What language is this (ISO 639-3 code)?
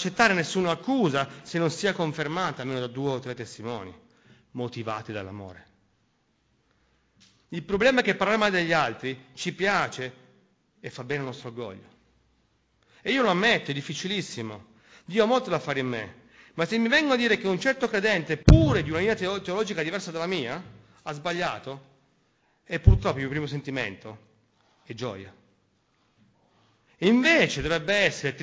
ita